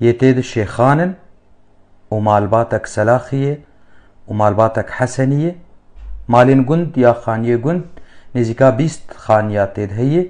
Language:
Kurdish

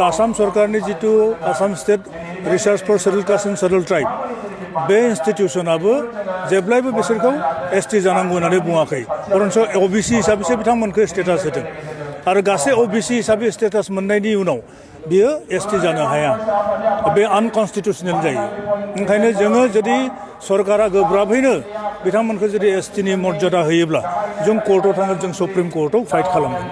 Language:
Bodo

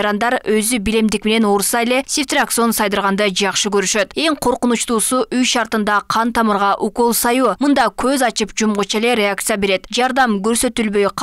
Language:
Kyrgyz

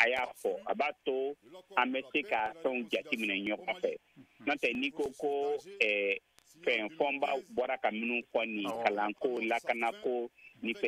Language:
Bambara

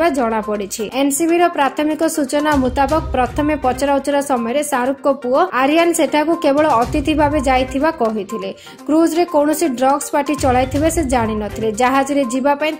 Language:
Odia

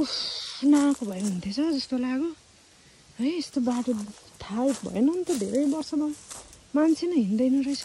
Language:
Nepali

